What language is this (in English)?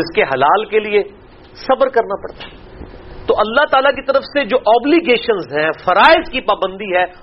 Urdu